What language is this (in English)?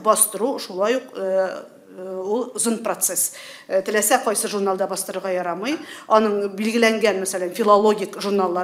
Tatar